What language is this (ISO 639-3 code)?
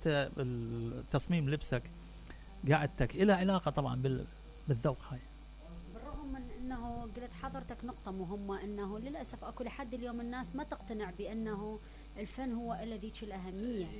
acm